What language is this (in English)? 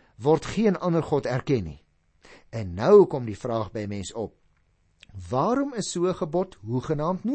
Afrikaans